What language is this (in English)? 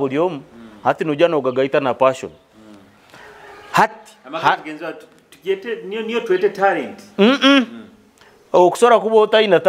Nyoro